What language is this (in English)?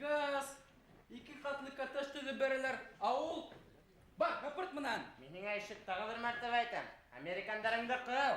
Bashkir